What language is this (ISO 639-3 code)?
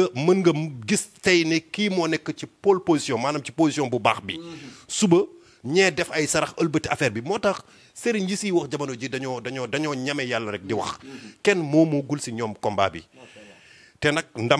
wol